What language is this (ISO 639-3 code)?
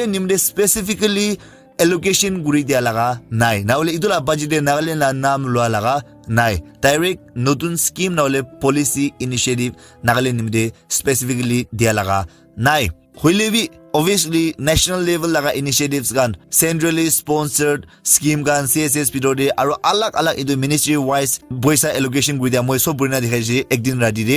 nag